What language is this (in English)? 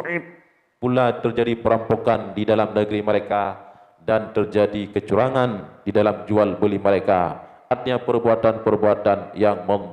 Achinese